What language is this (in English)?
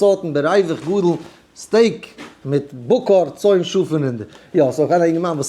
Yiddish